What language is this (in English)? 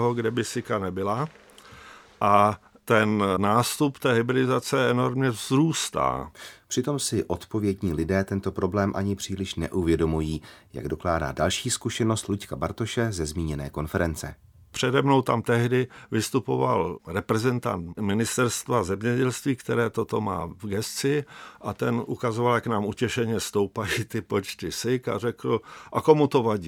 Czech